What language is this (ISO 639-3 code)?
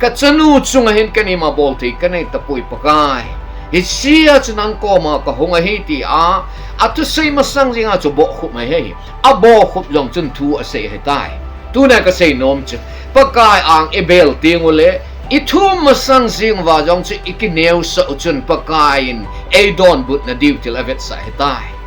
tcz